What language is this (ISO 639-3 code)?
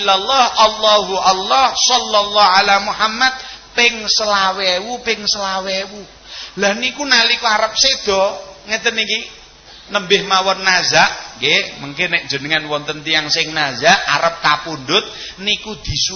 jav